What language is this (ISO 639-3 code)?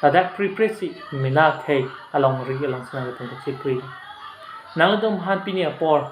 mjw